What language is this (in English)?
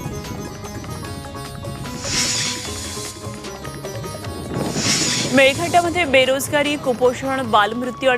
Marathi